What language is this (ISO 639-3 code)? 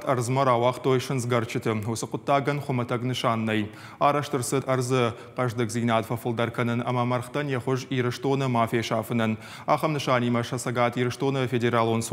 oss